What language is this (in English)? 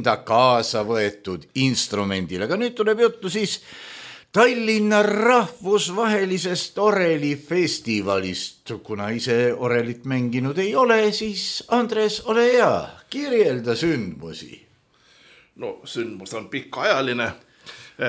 Estonian